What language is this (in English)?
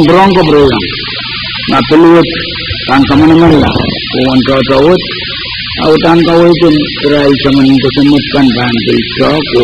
Pohnpeian